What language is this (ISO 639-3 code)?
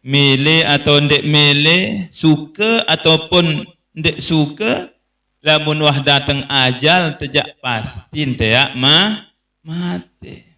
sas